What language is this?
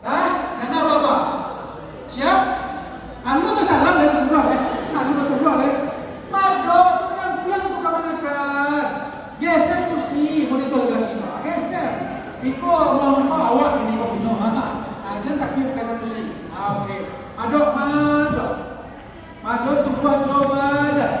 Minangkabau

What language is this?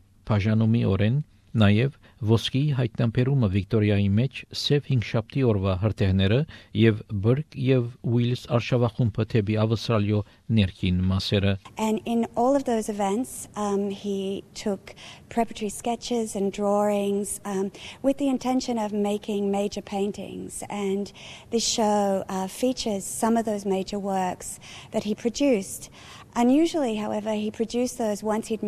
Armenian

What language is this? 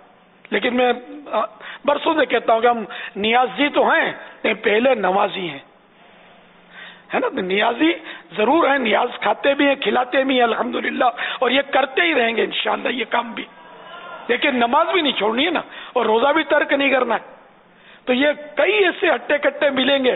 Urdu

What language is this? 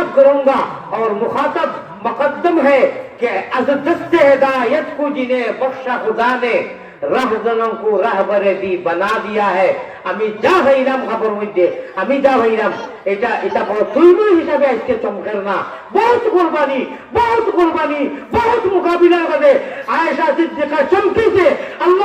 Sylheti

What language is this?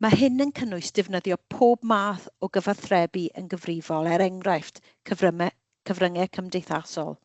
Welsh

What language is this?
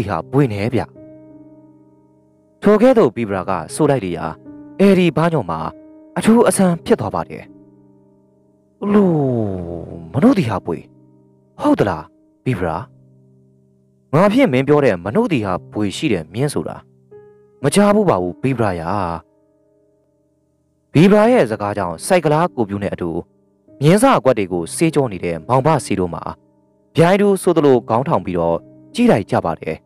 Burmese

